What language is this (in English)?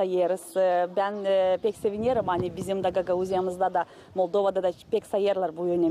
Gagauz